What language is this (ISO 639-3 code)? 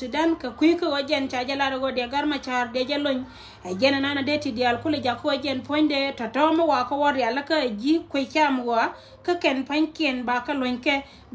nus